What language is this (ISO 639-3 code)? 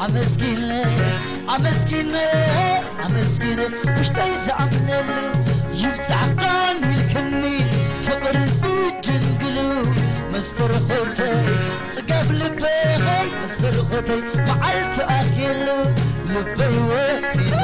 tir